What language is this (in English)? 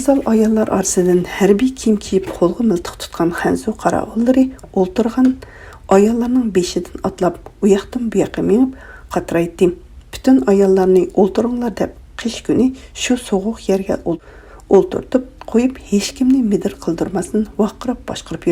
Uyghur